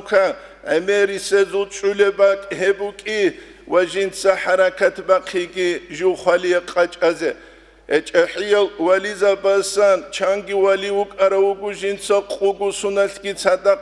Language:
Avaric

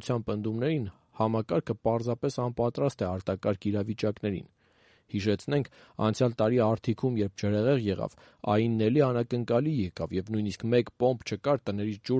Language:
Armenian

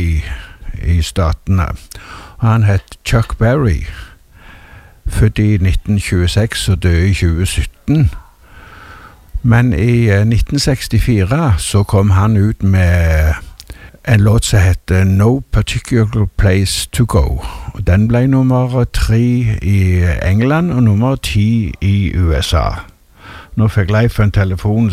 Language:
Norwegian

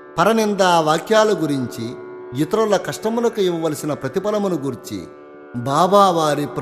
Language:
Telugu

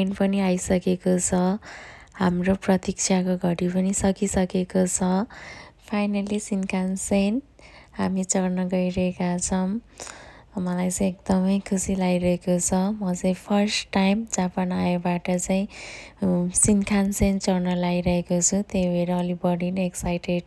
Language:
Nepali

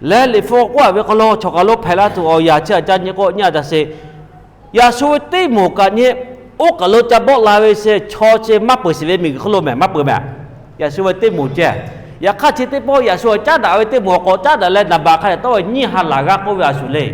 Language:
Lahu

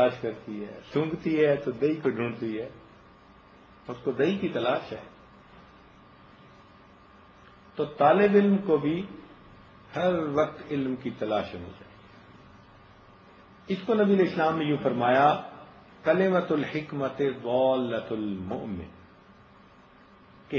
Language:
Urdu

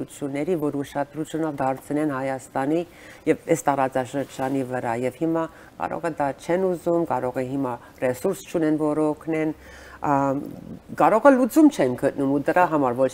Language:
Armenian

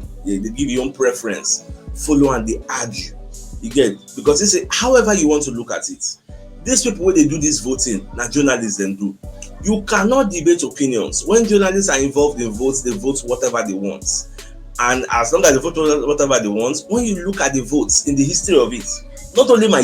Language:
Nigerian Pidgin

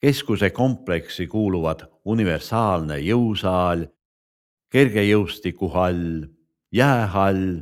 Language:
Estonian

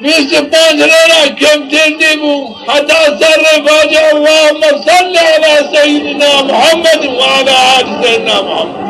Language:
Zaza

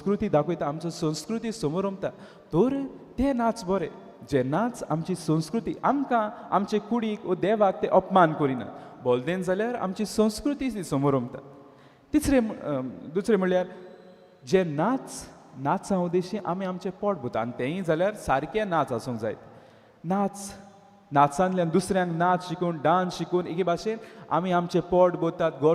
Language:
Konkani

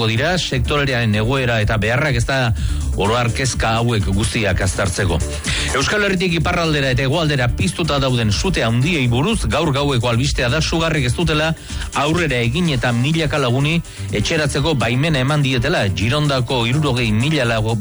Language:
Basque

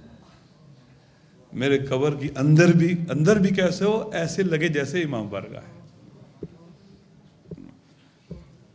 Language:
Urdu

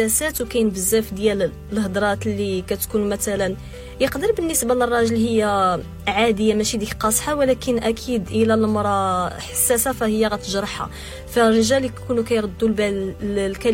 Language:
Moroccan Arabic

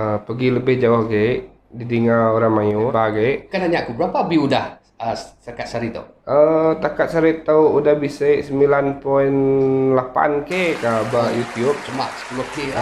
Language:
Iban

